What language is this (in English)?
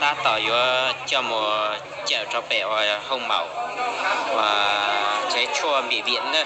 Hmong